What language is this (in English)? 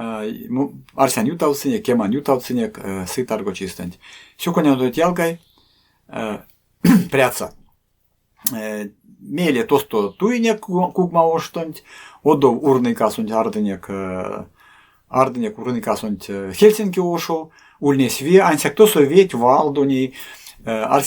Erzya